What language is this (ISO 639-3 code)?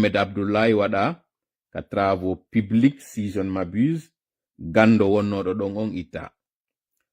fuf